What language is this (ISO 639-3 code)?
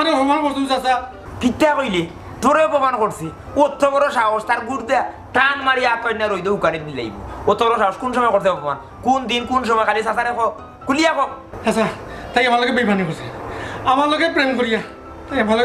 syl